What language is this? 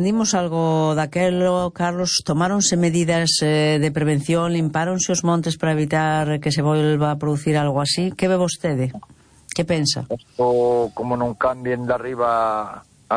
Galician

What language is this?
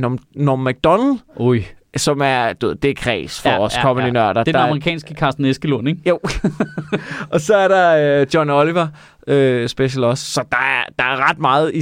Danish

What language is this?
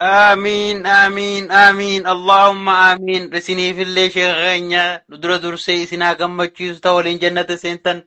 Oromo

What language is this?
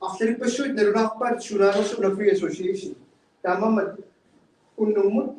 Kalaallisut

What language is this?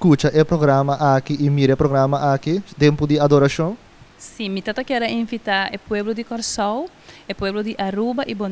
Papiamento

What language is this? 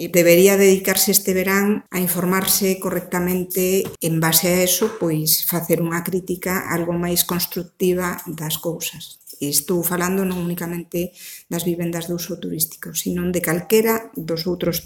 Galician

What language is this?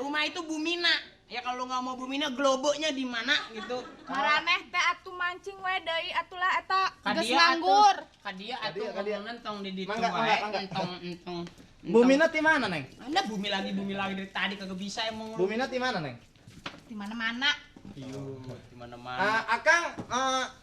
Betawi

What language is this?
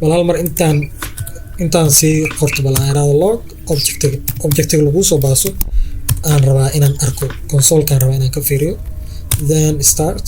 Somali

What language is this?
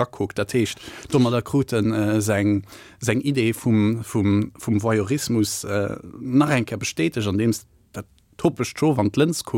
Luxembourgish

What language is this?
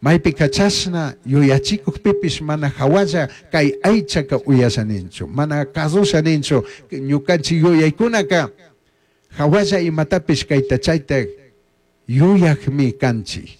Chimborazo Highland Quichua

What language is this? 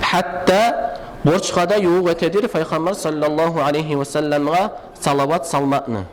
Kumyk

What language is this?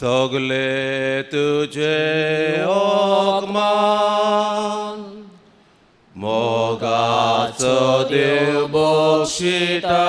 Konkani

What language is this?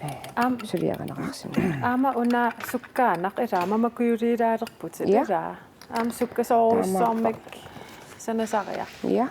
Kalaallisut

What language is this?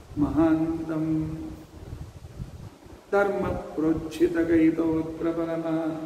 Kannada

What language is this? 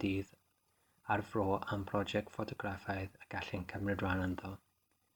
Welsh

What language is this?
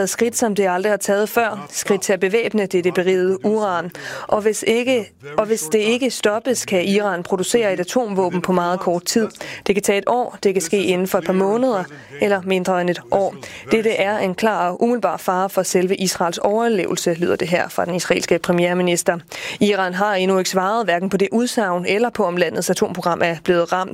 Danish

